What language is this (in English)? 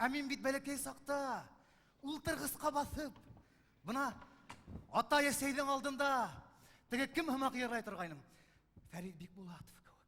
Bashkir